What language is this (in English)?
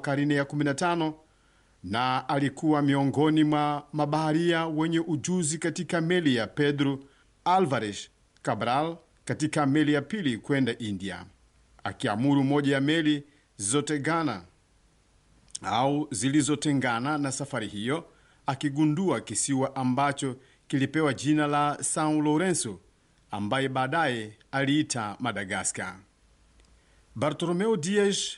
Swahili